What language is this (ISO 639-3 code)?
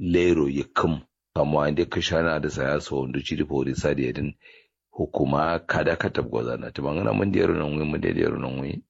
kau